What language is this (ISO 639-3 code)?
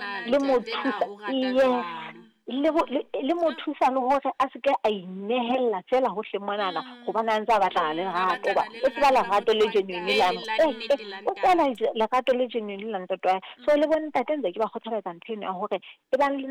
sot